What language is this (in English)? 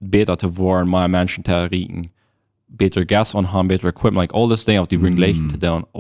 Plautdietsch